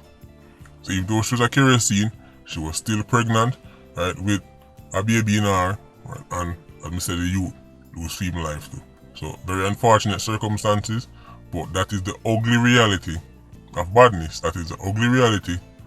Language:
Jamaican Creole English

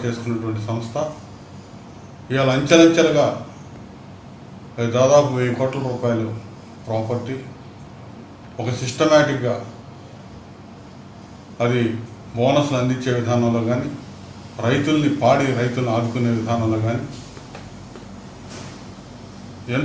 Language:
Telugu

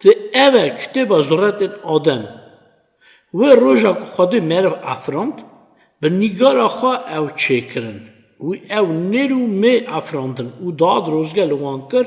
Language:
Kurdish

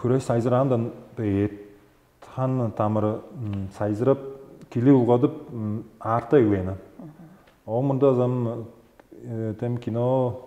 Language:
Tuvinian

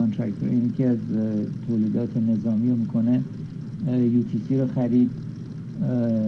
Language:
Persian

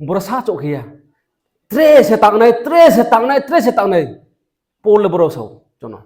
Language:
Riang (India)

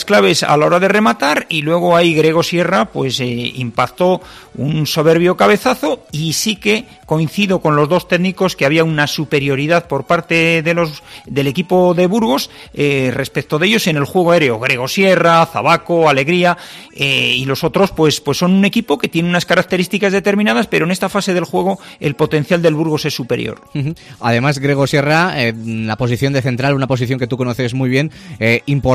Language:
Spanish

